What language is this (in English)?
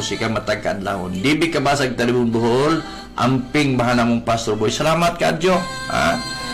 Cebuano